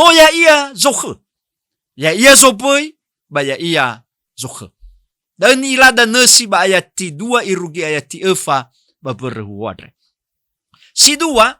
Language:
Nias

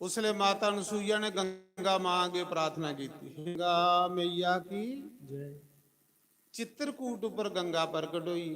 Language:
Dogri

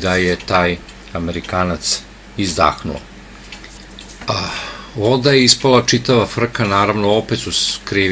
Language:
Serbian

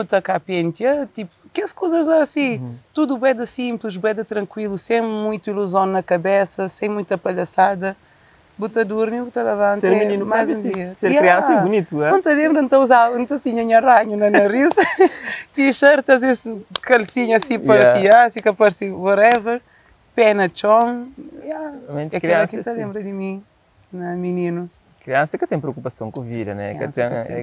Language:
Kabuverdianu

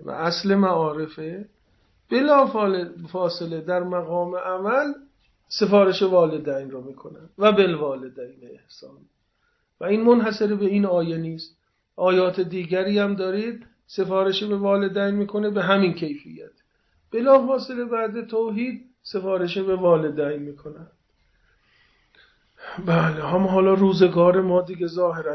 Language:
Persian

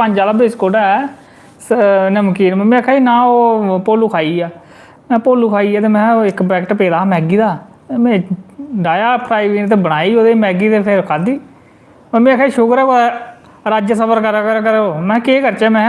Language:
Dogri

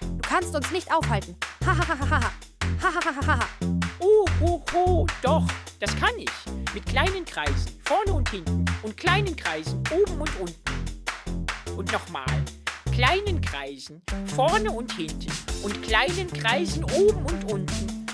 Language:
Swiss German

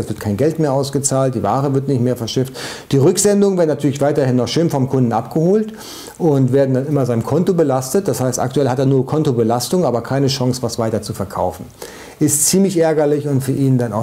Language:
German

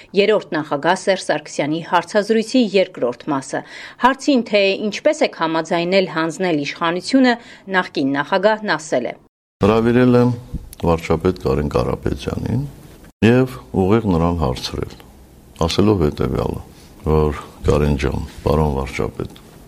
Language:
Armenian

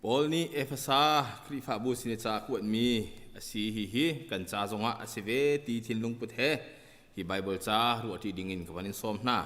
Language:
Hakha Chin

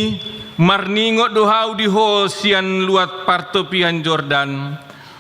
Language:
Batak Toba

